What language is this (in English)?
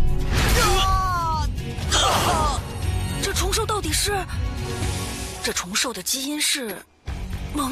Chinese